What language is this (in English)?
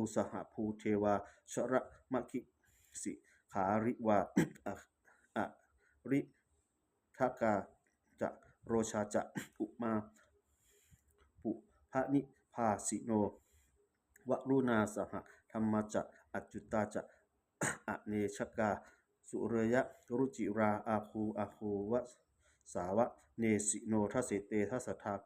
Pali